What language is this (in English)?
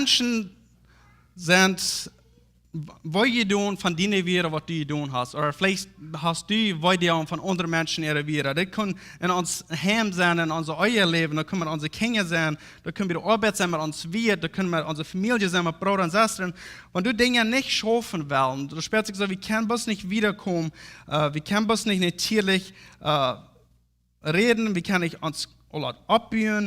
Plautdietsch